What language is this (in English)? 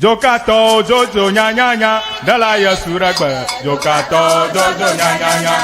Ewe